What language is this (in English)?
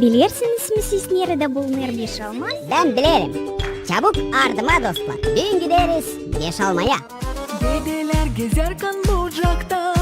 Gagauz